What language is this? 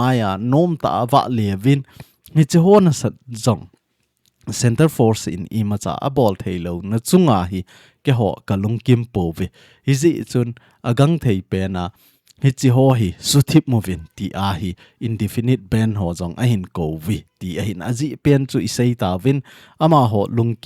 Thado Chin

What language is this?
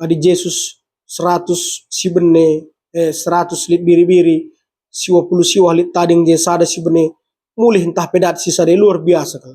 Batak Karo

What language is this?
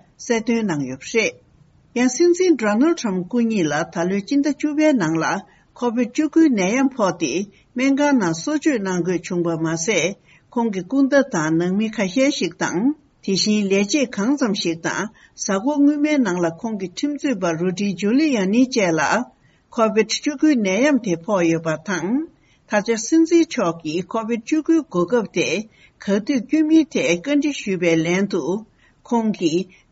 Tibetan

